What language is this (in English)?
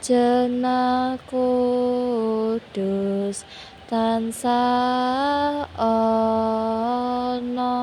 Javanese